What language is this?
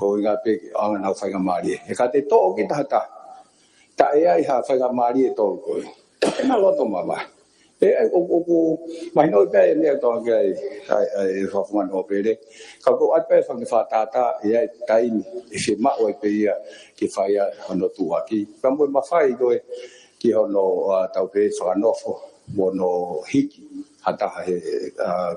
Tongan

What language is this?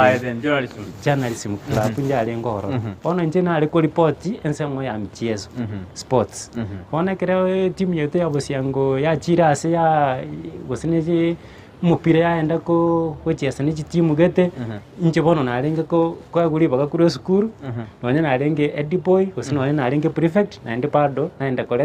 Gusii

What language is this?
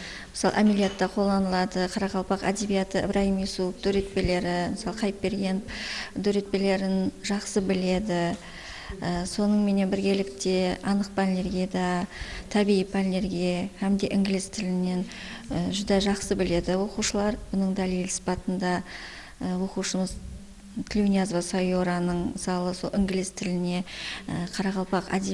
Kara-Kalpak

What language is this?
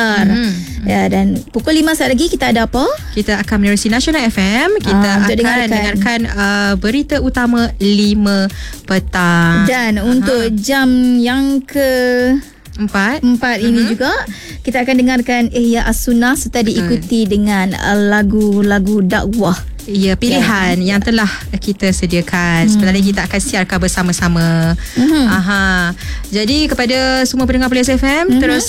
Malay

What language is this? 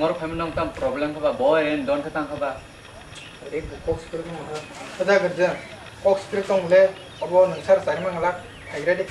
Kok Borok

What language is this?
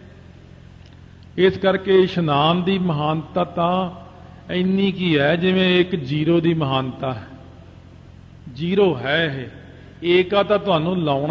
Punjabi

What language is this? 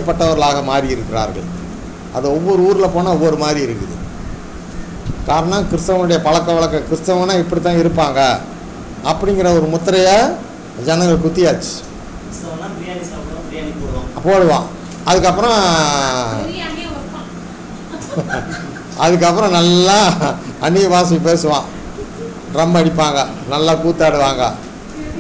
Tamil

